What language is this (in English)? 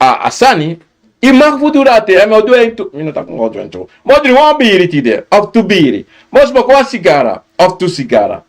Sranan Tongo